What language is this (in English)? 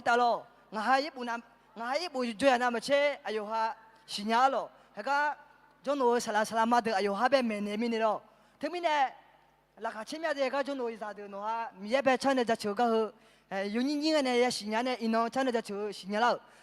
Akha